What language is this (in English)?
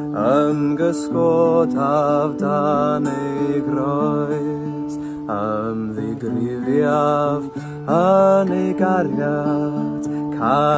Welsh